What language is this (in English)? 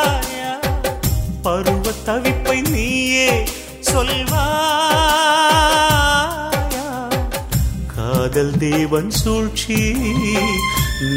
Tamil